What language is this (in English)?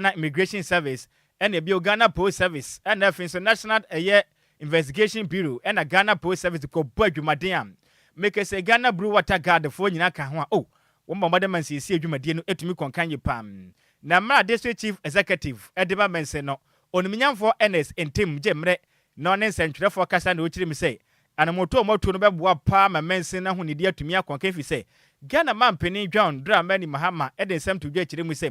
Akan